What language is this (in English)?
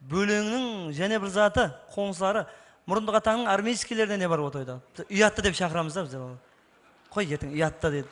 Kara-Kalpak